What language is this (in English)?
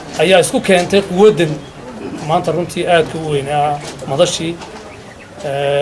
Somali